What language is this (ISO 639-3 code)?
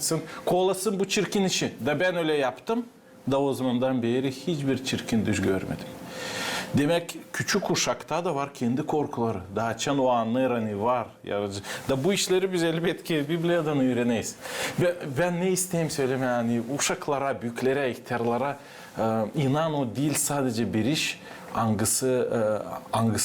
gag